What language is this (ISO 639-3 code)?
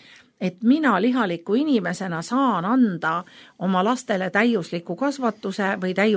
est